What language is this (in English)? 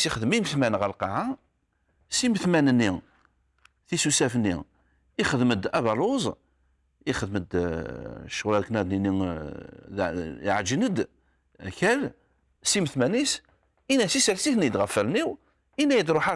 Kabyle